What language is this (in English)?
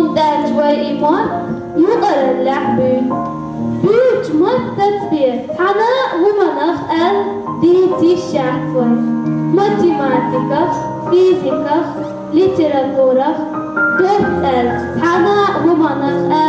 Chechen